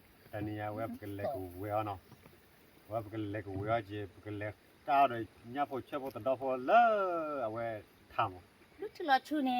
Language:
S'gaw Karen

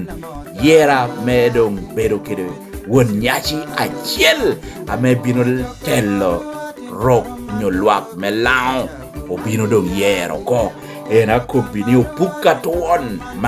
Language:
Lango (Uganda)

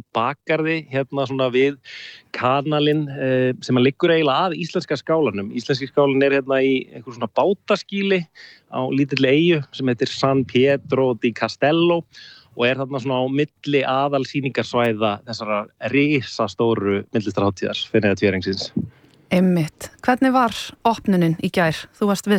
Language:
Icelandic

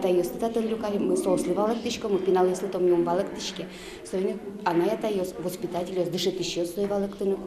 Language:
Udmurt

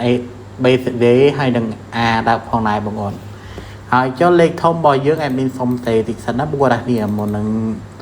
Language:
Khmer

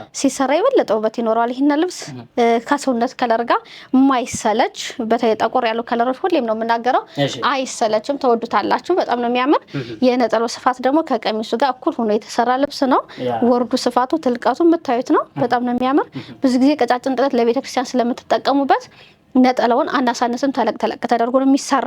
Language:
Amharic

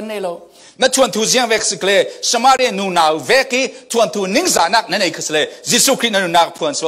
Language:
Falam Chin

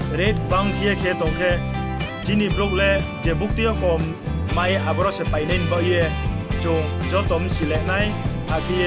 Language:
Riang (India)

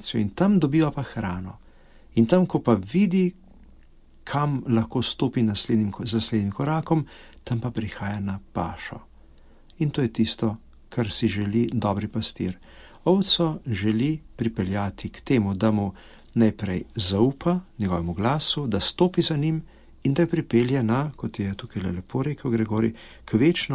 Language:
Slovenian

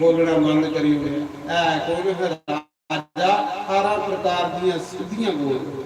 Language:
Dogri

